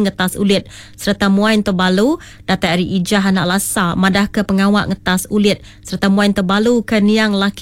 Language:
Iban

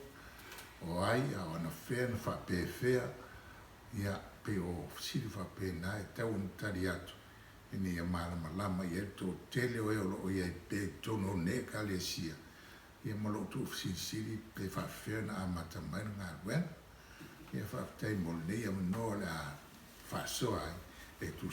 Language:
Samoan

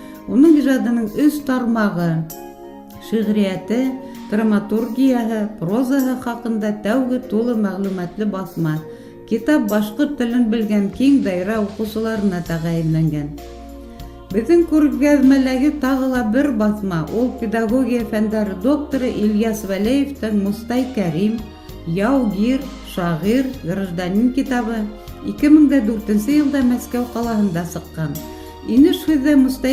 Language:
Bashkir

